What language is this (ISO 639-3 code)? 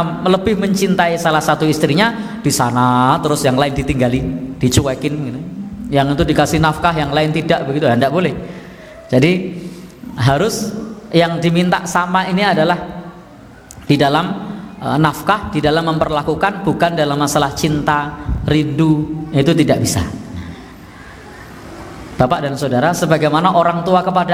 ind